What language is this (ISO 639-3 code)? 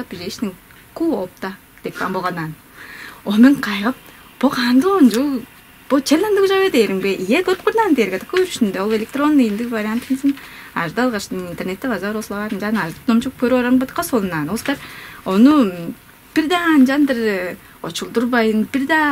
tyv